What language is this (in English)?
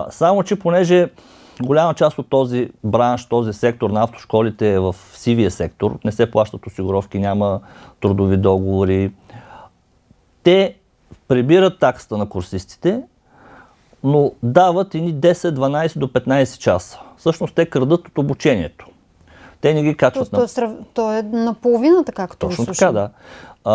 Bulgarian